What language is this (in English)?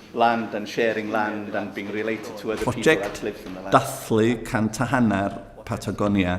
Welsh